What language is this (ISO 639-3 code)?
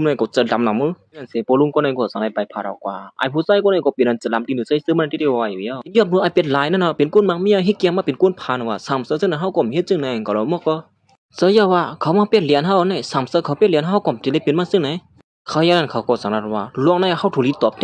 shn